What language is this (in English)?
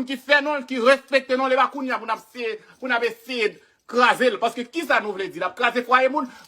Haitian Creole